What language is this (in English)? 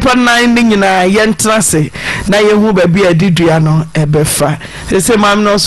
Akan